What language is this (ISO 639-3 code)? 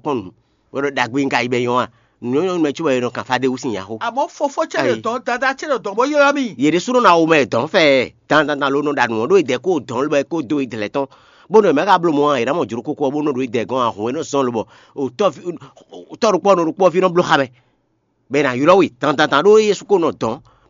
fon